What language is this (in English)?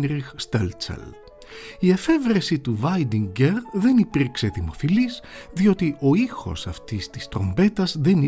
Greek